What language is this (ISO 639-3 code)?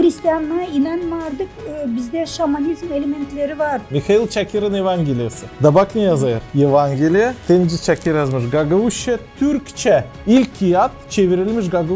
gag